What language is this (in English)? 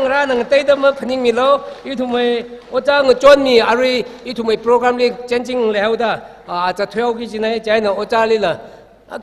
Tangkhul Naga (India)